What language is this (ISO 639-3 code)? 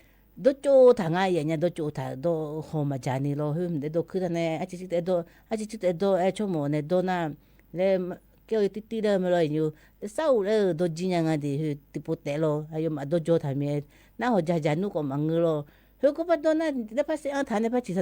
ahk